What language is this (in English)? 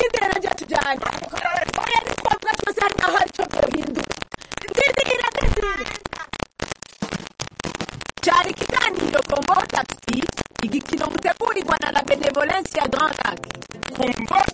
Kinyarwanda